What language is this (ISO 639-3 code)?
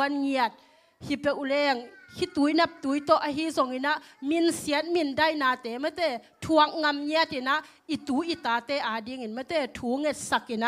ctd